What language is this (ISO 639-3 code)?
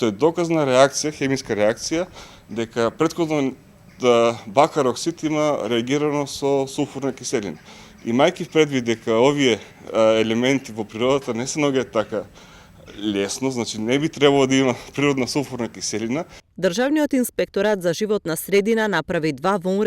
mkd